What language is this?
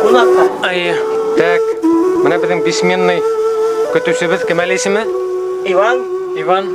Bashkir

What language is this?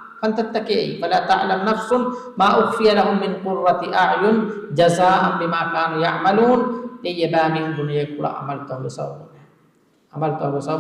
Divehi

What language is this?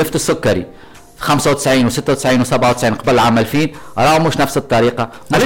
Tunisian Arabic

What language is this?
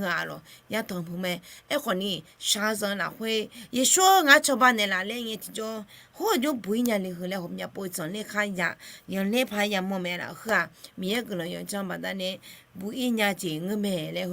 Akha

